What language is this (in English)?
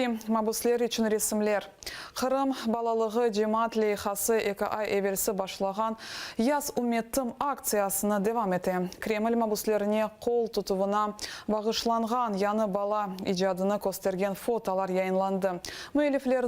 Crimean Tatar